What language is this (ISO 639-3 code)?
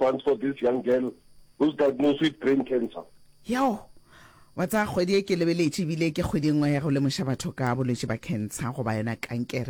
nso